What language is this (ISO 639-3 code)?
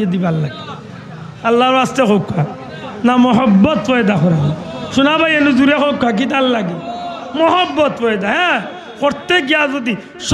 syl